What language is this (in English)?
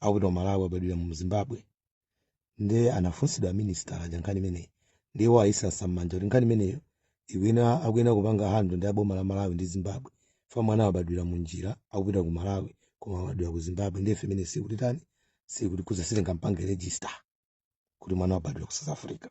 Nyanja